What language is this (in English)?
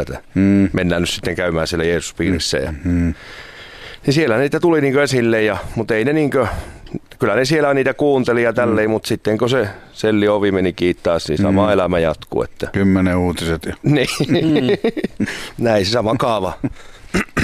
Finnish